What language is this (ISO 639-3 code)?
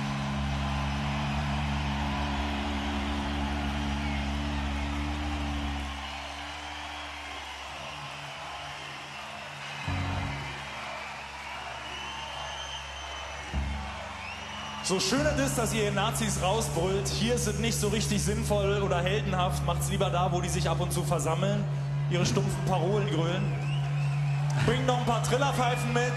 deu